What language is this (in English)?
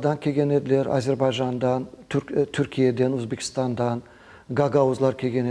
Crimean Tatar